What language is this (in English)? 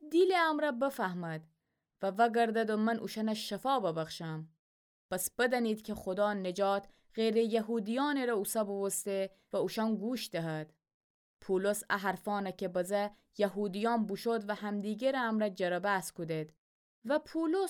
Gilaki